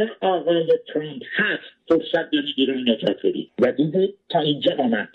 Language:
Persian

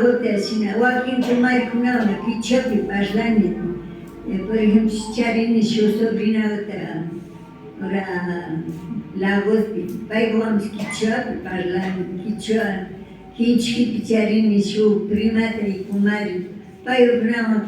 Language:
Imbabura Highland Quichua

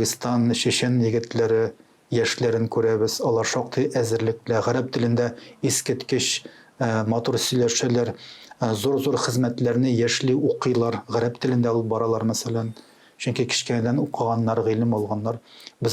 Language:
Tatar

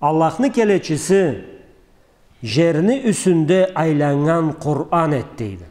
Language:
Karachay-Balkar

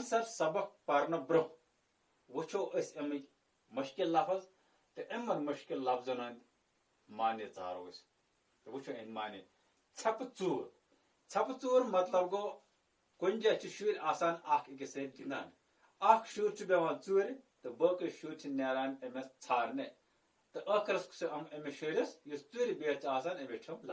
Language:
Kashmiri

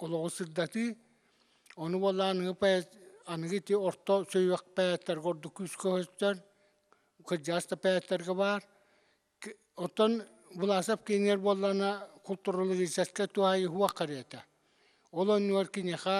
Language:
Yakut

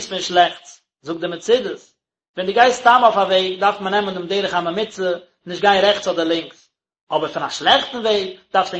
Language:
Yiddish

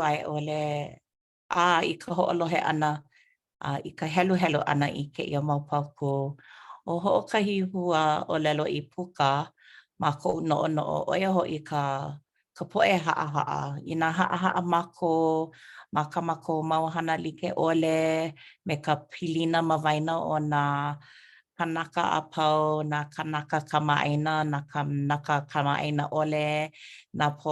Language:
Hawaiian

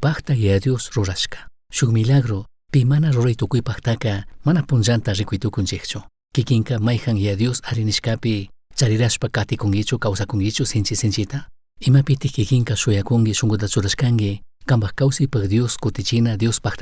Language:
Chimborazo Highland Quichua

